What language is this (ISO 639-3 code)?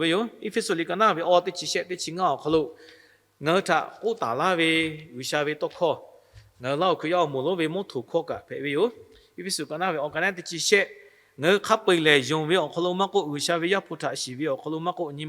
lhu